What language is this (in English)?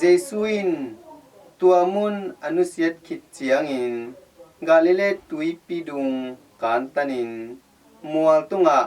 Tedim Chin